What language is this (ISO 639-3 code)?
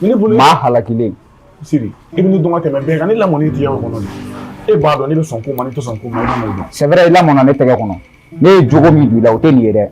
bam